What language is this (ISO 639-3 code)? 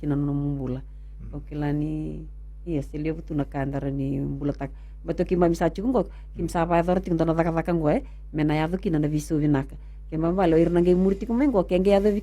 fij